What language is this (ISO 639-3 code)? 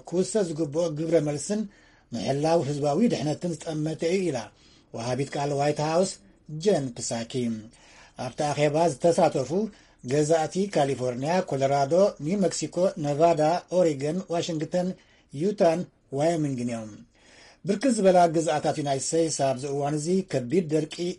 tir